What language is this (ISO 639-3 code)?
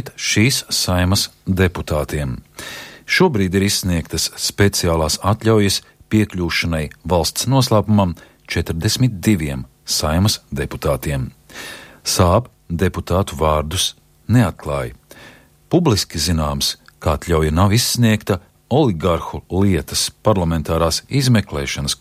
lav